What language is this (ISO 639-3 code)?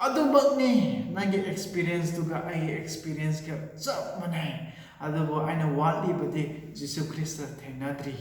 mni